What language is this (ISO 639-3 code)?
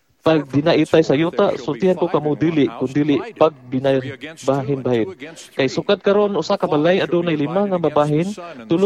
ceb